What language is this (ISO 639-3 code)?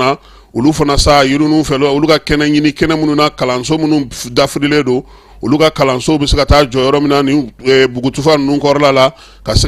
bam